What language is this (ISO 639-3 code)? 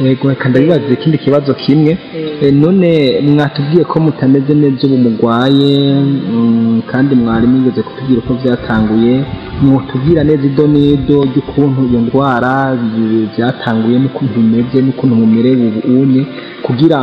run